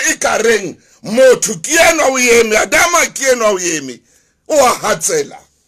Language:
Southern Sotho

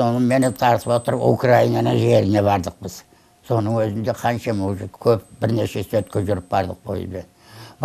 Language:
Kazakh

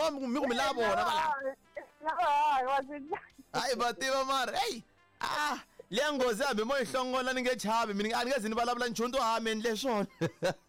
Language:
Tsonga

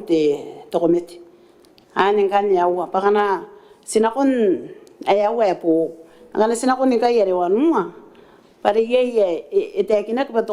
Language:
Gilbertese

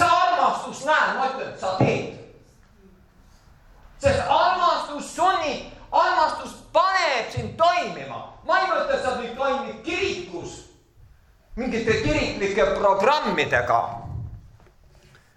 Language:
Estonian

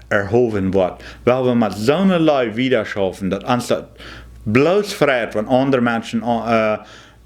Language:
Plautdietsch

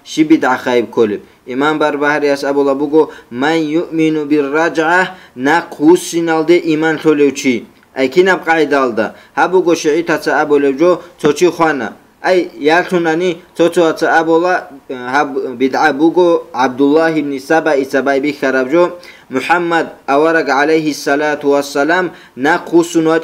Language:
Avaric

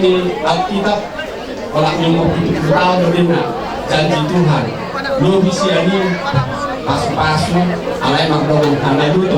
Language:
Batak Toba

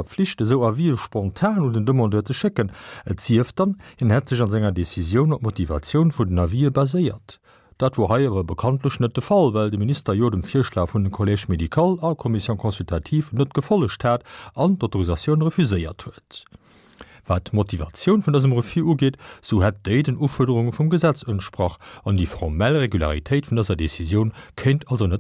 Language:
Luxembourgish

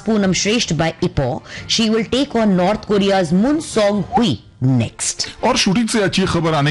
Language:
Hindi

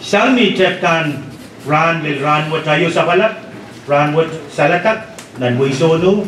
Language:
Pohnpeian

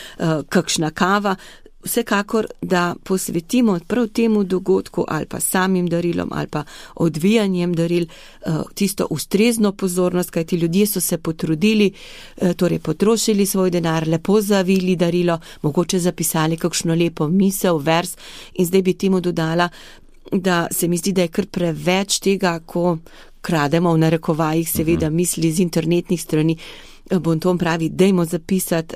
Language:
Slovenian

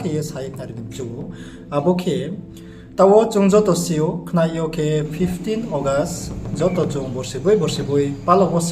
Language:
Riang (India)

